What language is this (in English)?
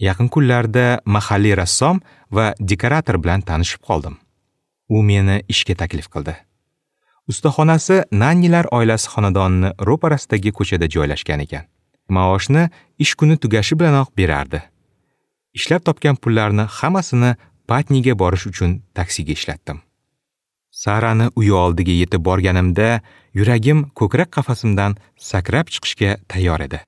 Uzbek